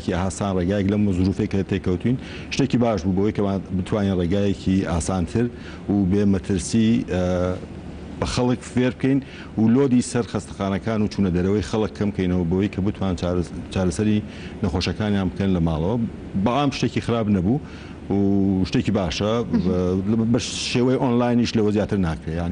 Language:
Central Kurdish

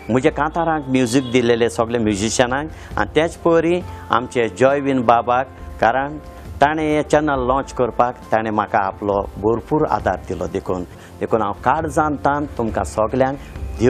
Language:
Konkani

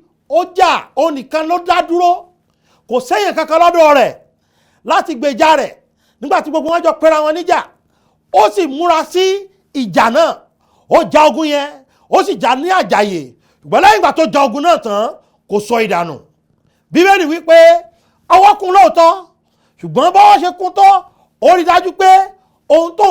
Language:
Yoruba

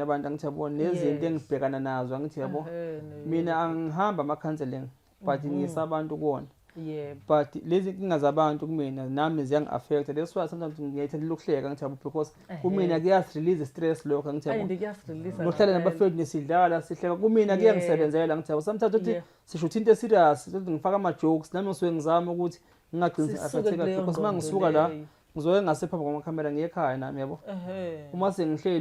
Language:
Zulu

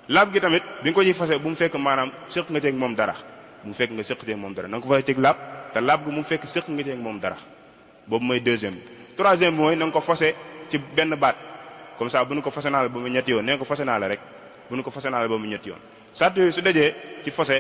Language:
Wolof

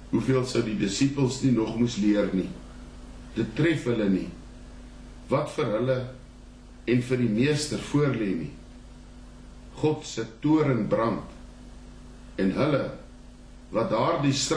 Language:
Afrikaans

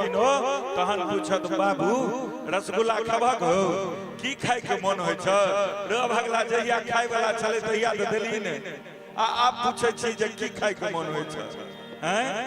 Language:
Maithili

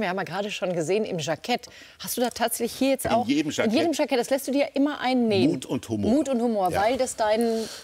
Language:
German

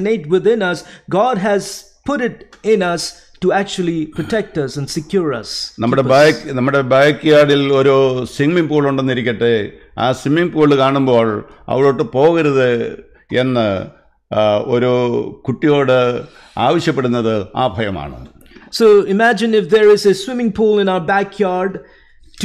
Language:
Malayalam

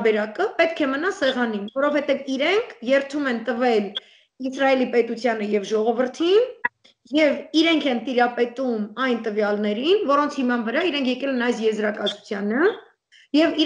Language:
Armenian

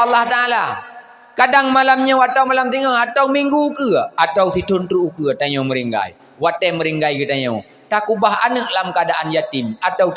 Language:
Achinese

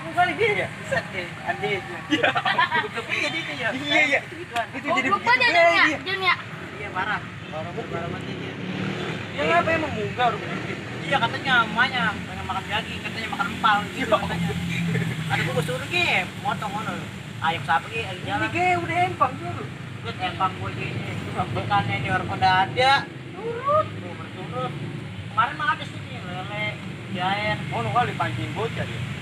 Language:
Betawi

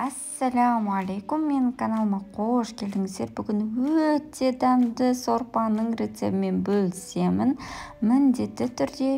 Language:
Kazakh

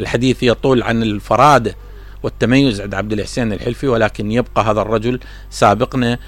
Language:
Mesopotamian Arabic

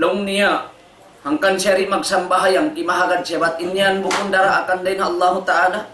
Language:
Tausug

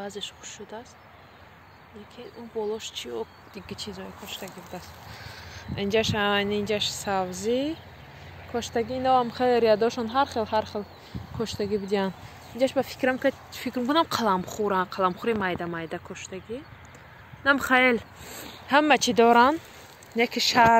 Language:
Tajik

